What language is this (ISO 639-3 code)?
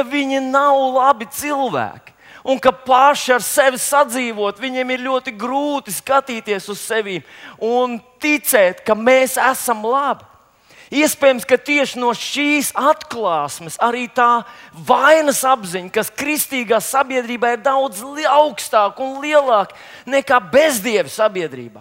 lav